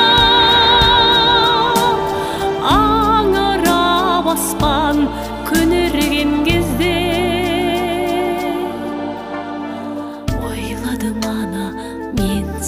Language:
Kazakh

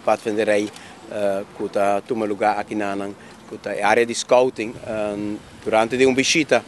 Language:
Papiamento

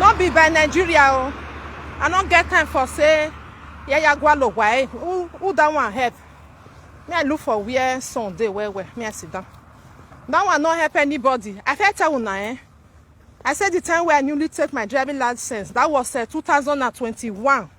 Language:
Nigerian Pidgin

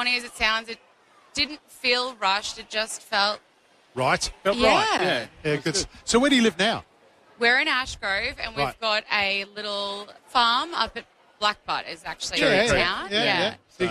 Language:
English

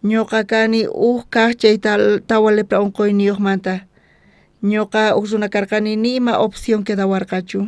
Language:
South Bolivian Quechua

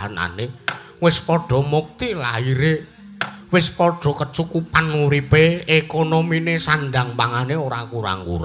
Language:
Javanese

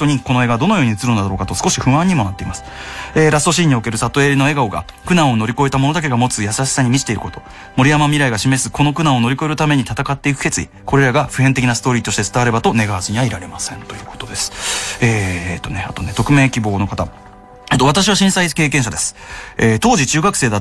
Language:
Japanese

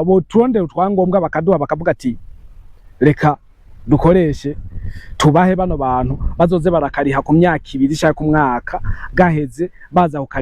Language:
Rundi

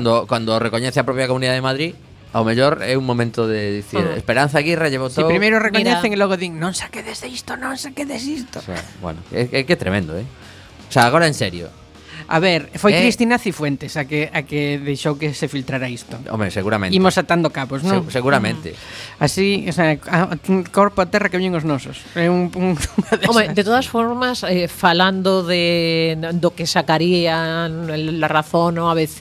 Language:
Galician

